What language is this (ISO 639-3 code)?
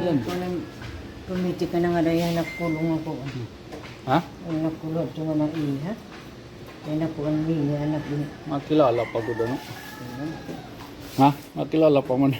war